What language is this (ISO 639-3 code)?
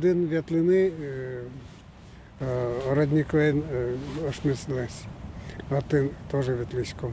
udm